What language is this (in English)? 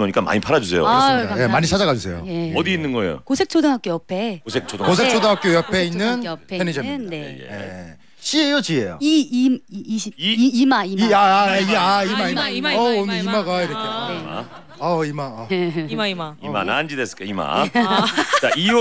Korean